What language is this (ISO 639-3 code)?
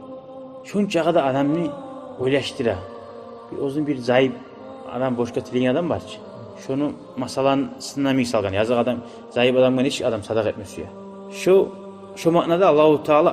kum